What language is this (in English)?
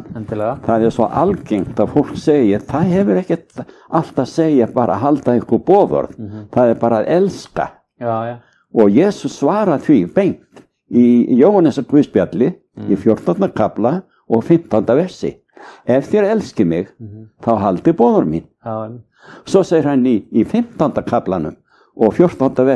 Icelandic